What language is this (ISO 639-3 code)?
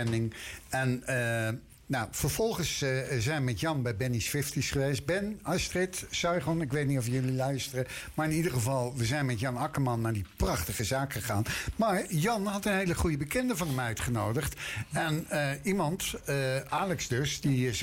nld